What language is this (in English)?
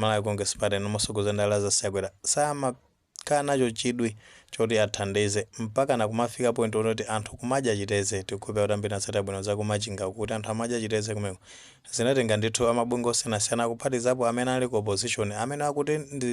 Nyanja